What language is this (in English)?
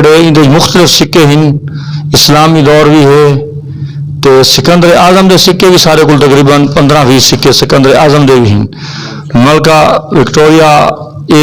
Saraiki